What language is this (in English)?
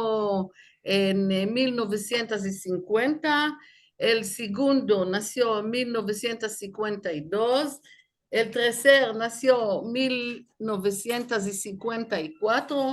Ladino